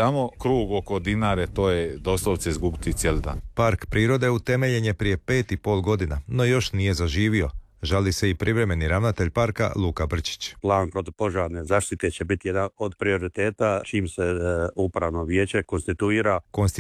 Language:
Croatian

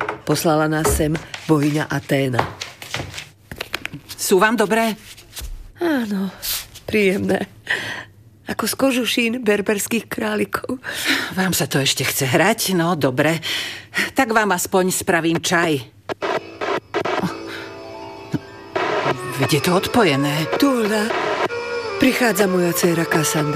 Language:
Slovak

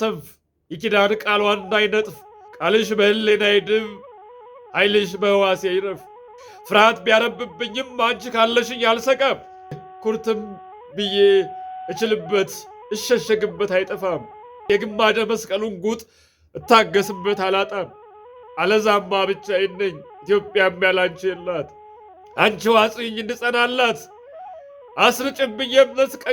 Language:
Amharic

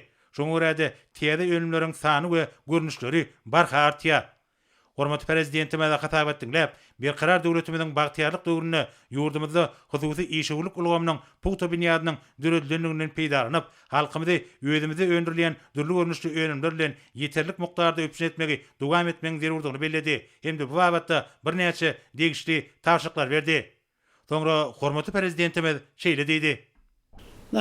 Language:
Turkmen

